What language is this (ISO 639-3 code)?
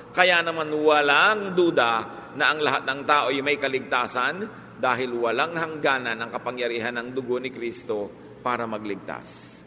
fil